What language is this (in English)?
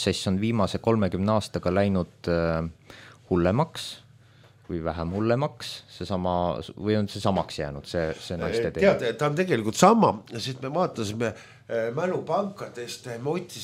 Estonian